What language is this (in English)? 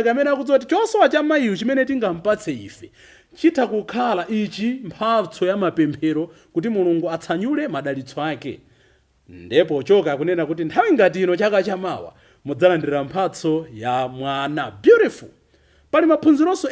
Nyanja